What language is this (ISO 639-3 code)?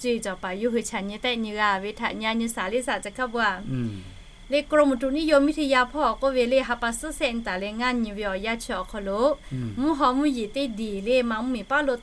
lhu